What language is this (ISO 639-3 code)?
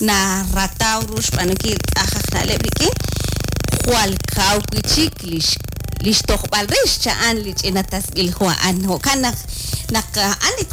kek